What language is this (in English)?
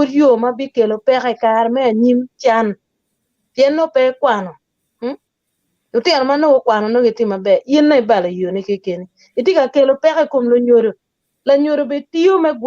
Acoli